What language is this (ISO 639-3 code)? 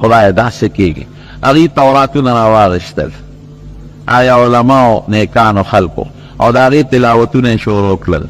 pus